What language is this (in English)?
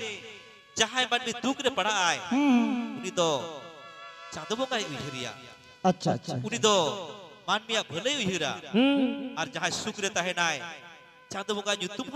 Santali